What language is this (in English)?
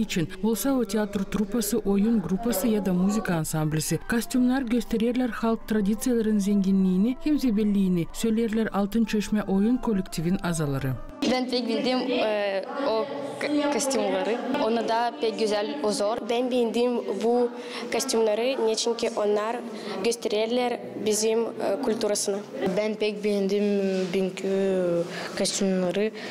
Gagauz